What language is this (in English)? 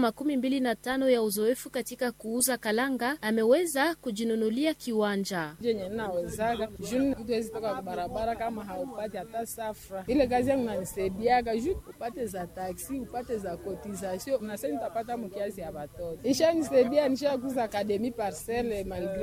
Swahili